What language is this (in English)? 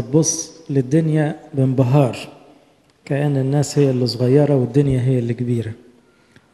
Egyptian Arabic